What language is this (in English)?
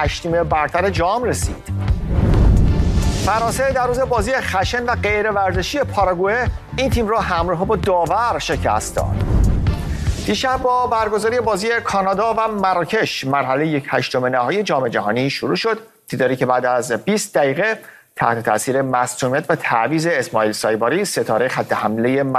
Persian